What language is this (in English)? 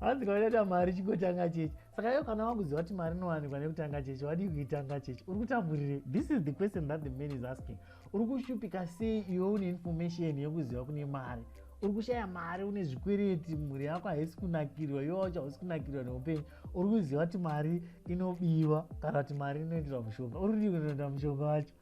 Shona